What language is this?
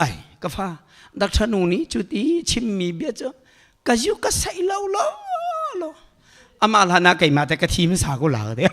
Hakha Chin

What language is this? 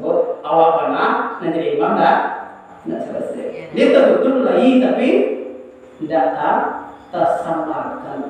Minangkabau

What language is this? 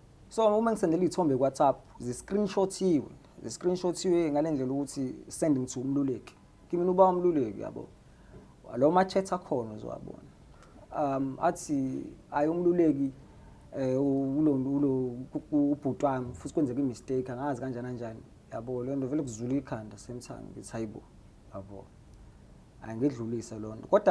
Zulu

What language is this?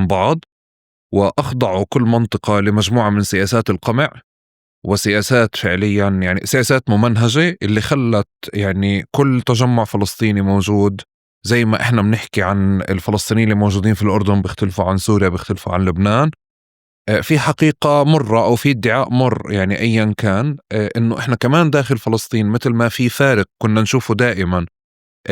North Levantine Arabic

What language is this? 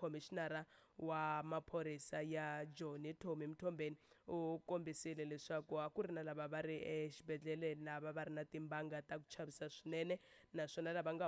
Tsonga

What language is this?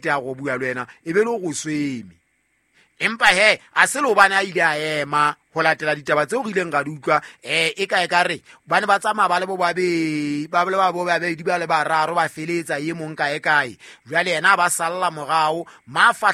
Southern Sotho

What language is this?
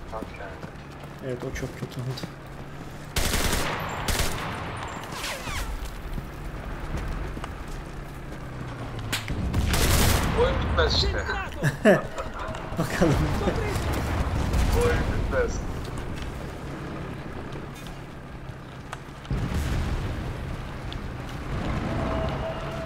Turkish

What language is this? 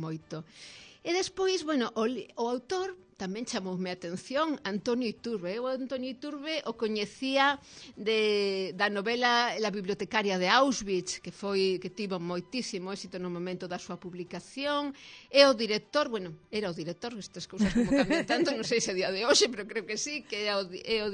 Galician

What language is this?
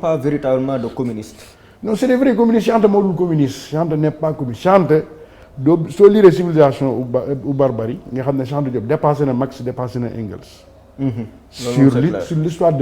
Wolof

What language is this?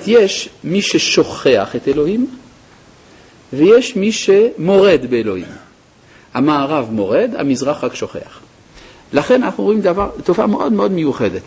Hebrew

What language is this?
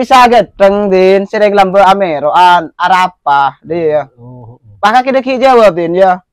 Madurese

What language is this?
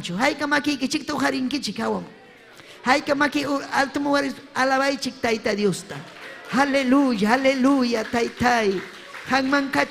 Ayacucho Quechua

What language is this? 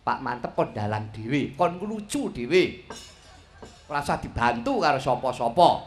Javanese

